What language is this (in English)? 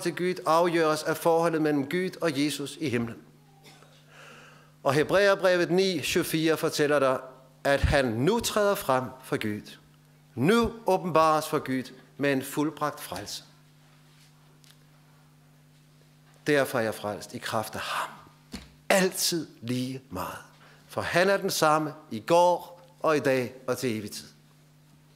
Danish